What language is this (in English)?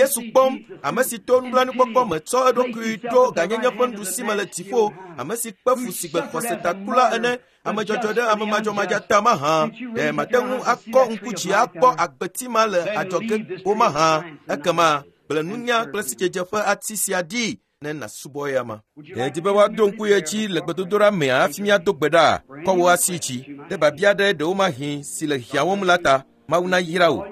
Ewe